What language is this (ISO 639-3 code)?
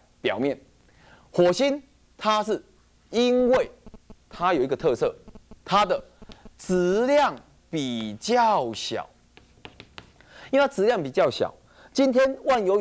zho